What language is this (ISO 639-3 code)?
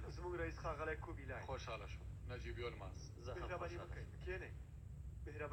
pus